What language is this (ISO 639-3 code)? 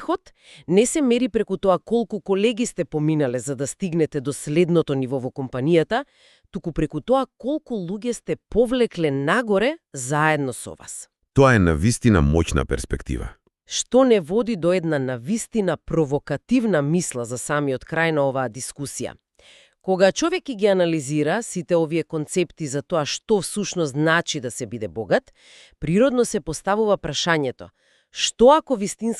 mkd